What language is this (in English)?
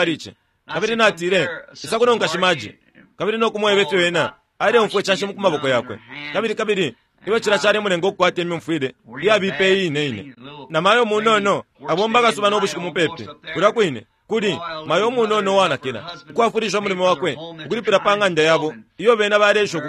Bemba